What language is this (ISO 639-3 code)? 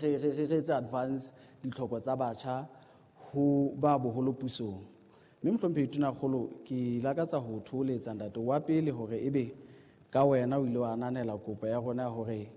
sot